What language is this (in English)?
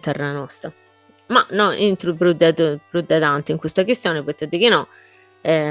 Sardinian